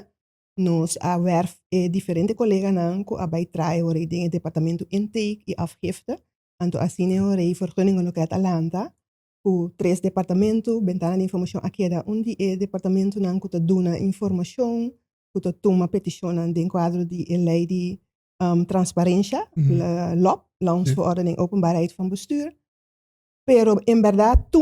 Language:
Papiamento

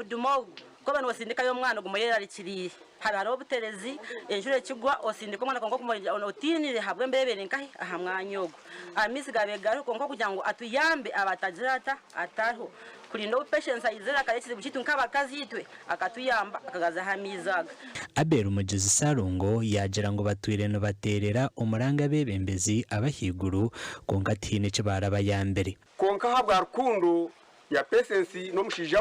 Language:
Nyankole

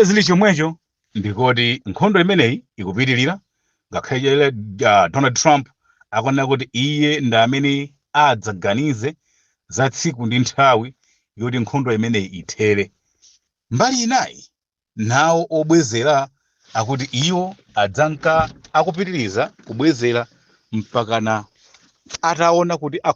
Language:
Nyanja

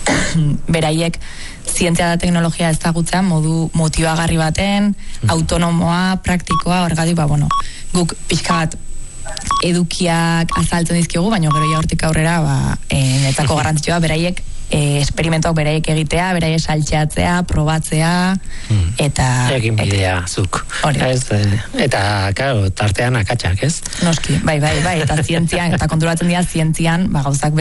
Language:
Basque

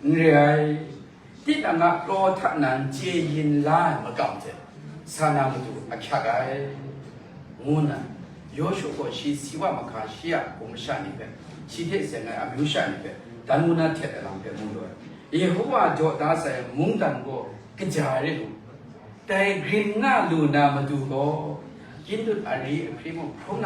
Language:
Kachin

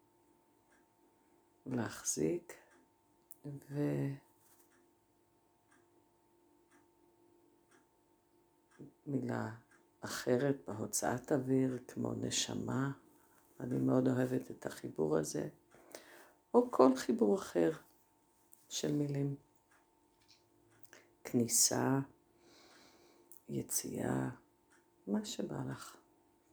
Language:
Hebrew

